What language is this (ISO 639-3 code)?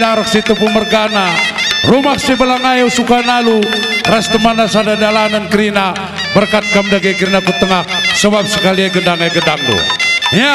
btx